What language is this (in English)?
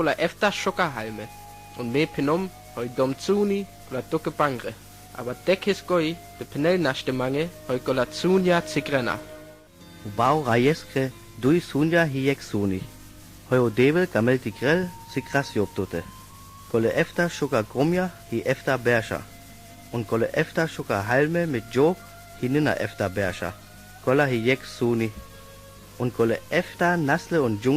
Sinte Romani